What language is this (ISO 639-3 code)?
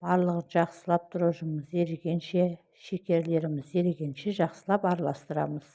kaz